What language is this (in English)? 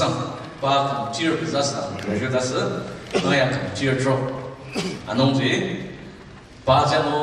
Ao Naga